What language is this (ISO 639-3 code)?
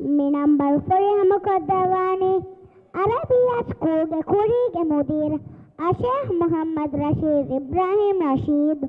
div